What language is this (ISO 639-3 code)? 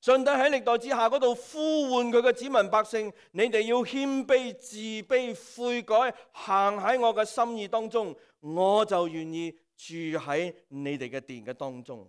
yue